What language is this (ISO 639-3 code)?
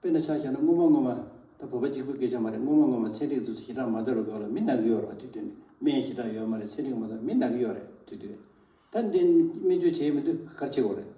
bod